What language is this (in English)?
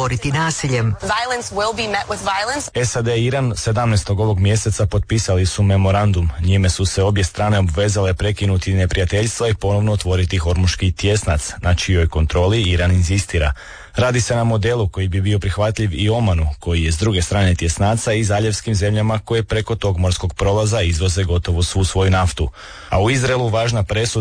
Croatian